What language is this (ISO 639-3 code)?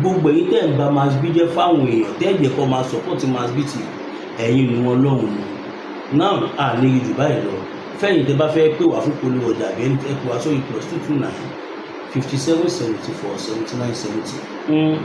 yor